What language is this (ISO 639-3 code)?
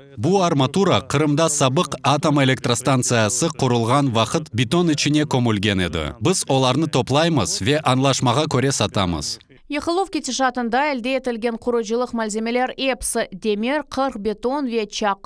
crh